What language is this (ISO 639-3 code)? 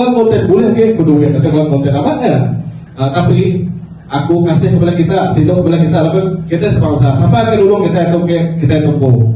iba